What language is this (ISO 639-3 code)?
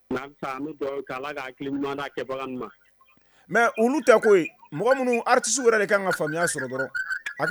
bam